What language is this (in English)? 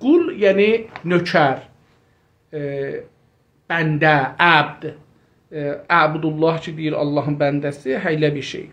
South Azerbaijani